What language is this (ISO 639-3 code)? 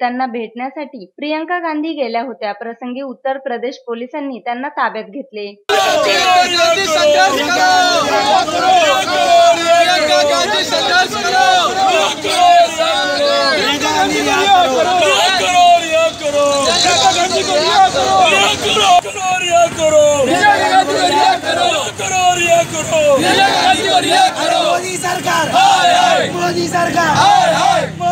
mar